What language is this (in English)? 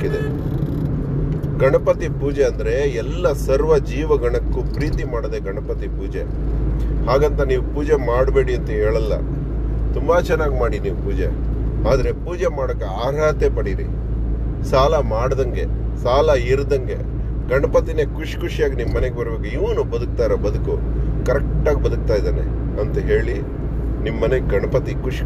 Kannada